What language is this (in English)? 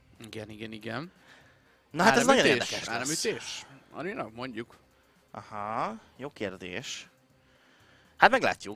Hungarian